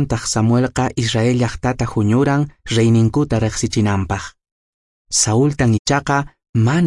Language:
Quechua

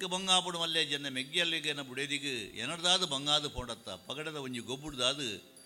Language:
Tulu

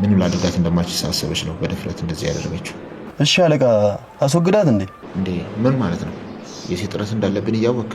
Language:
Amharic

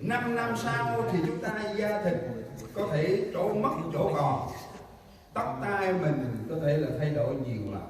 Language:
Central Mnong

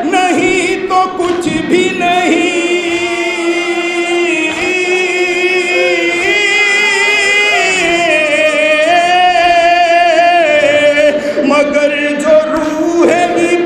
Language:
Urdu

